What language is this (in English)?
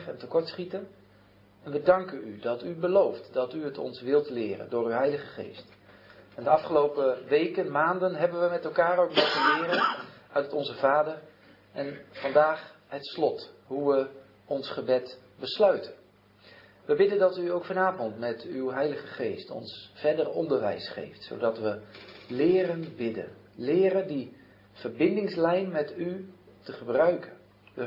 Dutch